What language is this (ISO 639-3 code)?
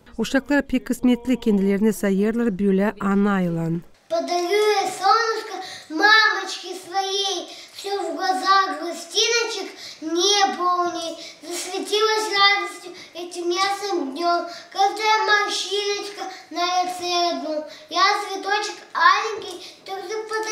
gag